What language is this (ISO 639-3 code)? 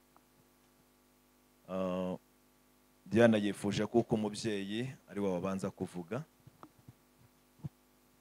kin